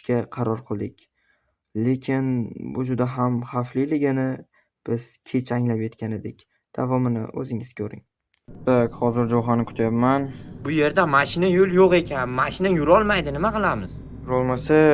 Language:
Uzbek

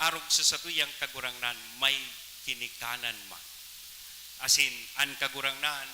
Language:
Bikol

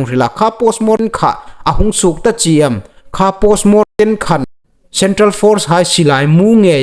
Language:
Hmar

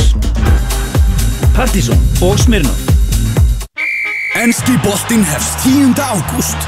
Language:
Icelandic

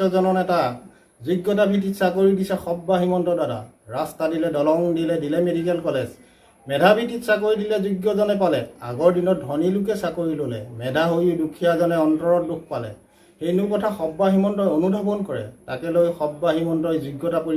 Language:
Assamese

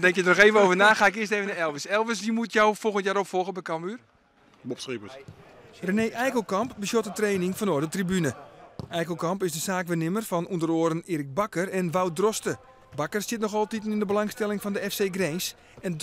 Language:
Western Frisian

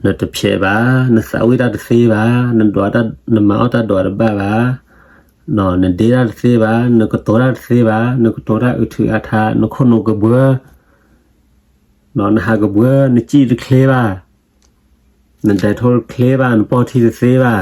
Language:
S'gaw Karen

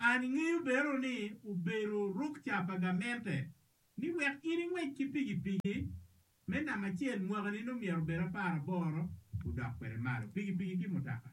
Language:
Acoli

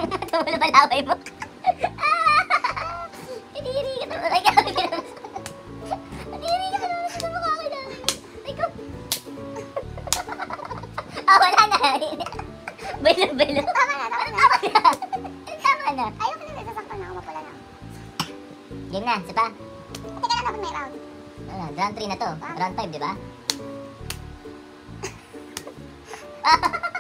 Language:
Filipino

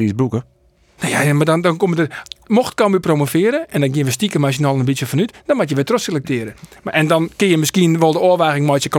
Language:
Western Frisian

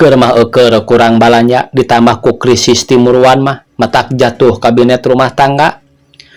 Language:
Sundanese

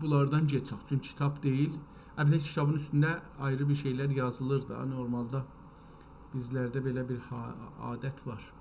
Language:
South Azerbaijani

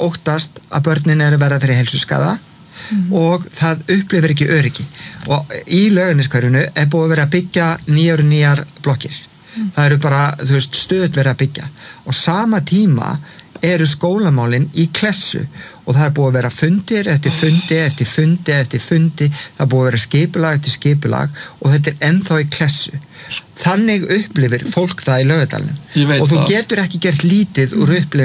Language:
Icelandic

